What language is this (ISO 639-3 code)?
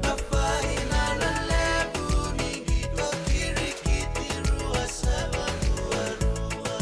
fij